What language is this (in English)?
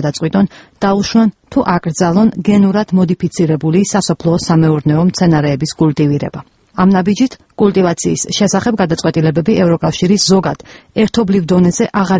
Georgian